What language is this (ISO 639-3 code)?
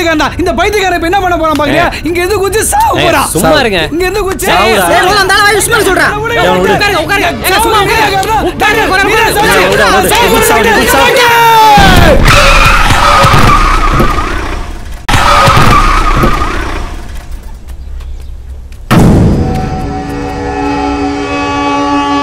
tam